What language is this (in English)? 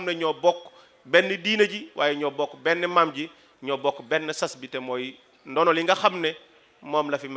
Wolof